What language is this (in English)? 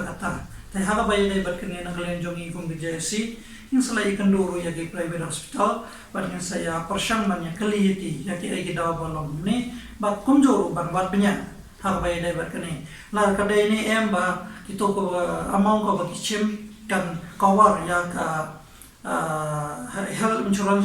Khasi